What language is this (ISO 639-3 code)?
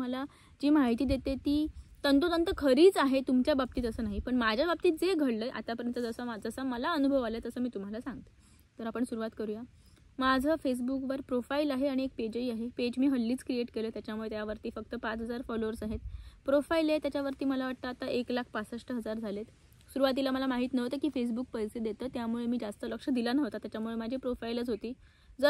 mar